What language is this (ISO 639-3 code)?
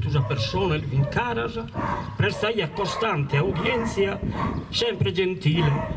srd